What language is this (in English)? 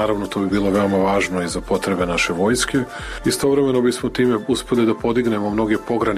Serbian